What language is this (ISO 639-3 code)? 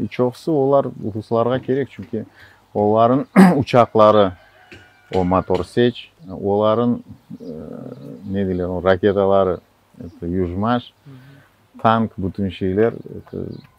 crh